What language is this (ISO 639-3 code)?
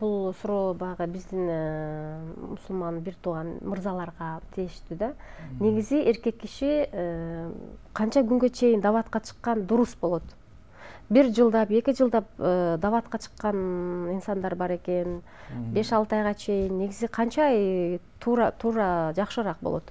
kir